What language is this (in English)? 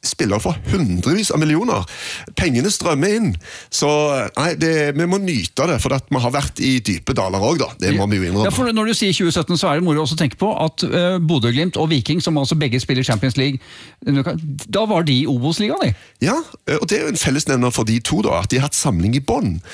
Norwegian